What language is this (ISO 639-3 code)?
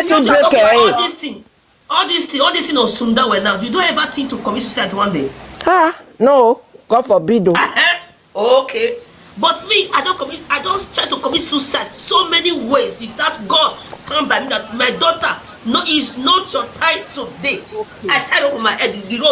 pcm